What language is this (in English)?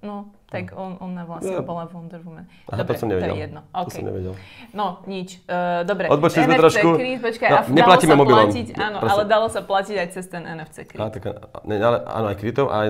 Slovak